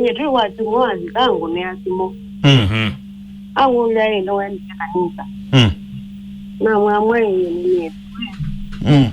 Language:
Kamba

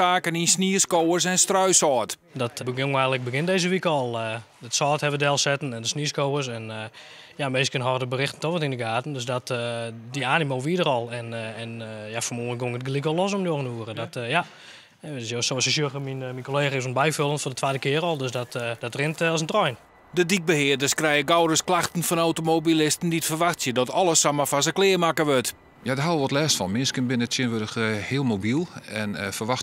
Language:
Western Frisian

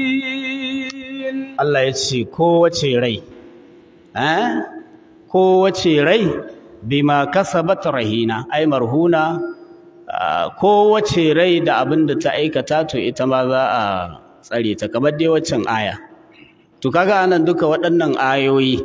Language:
Hausa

